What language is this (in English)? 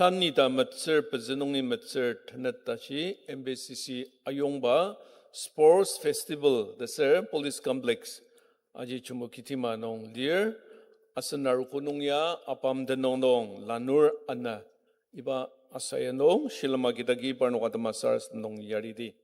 Ao Naga